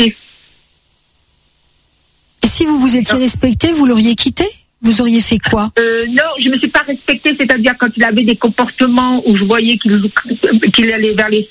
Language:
French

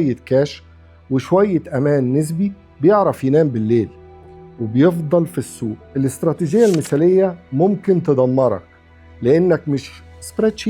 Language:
Egyptian Arabic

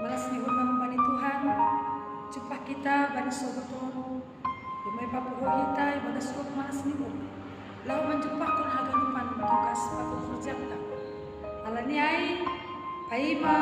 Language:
Batak Simalungun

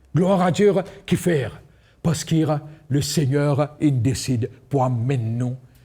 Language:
Morisyen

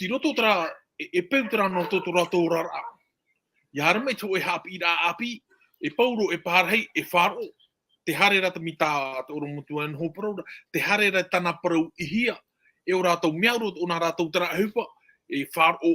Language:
Tahitian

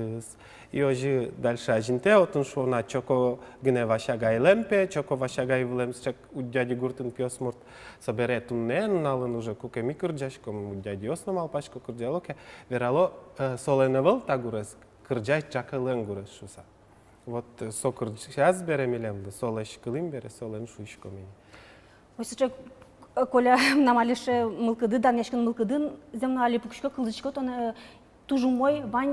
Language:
Udmurt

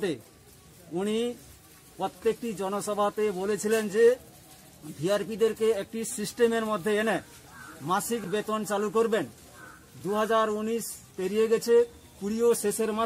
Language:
Bangla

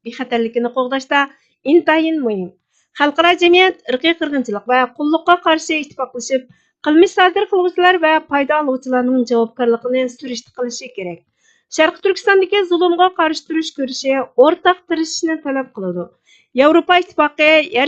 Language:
Uyghur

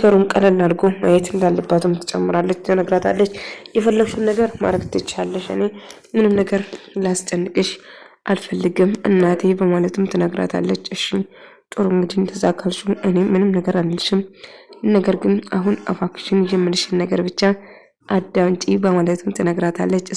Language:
Amharic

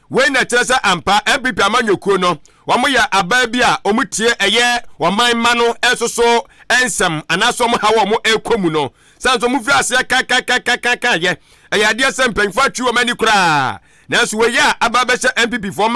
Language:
Akan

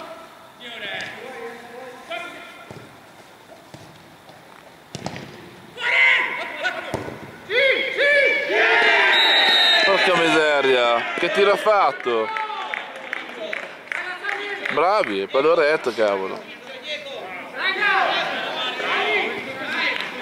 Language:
Italian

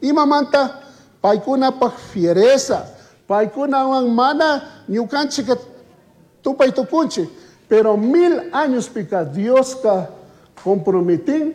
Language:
Chimborazo Highland Quichua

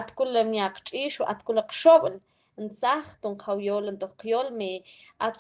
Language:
Mam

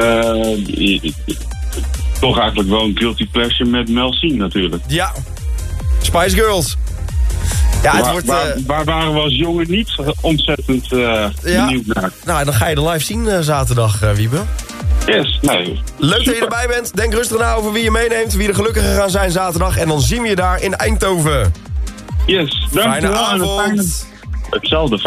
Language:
Dutch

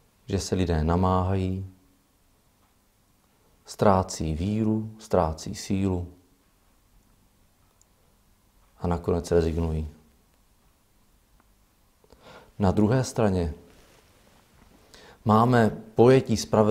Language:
Czech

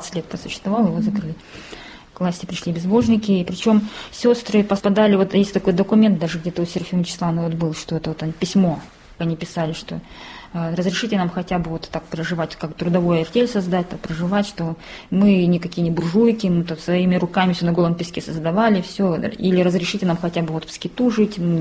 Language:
Russian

